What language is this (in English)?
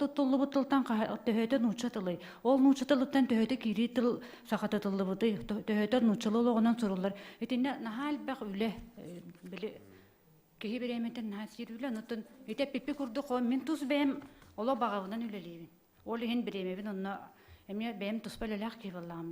Yakut